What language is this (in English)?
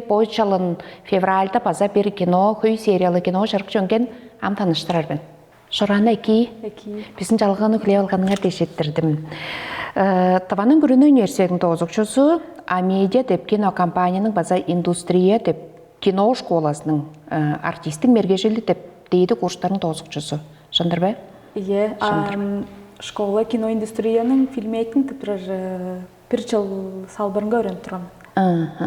Tuvinian